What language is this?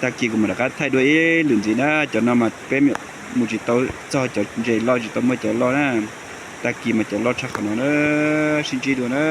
Hmong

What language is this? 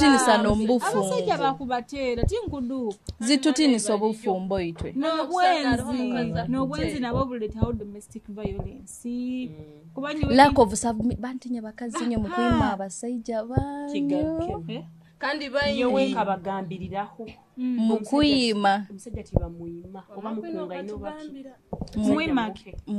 Nyoro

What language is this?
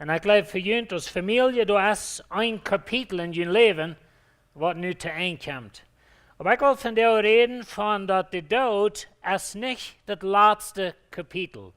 Plautdietsch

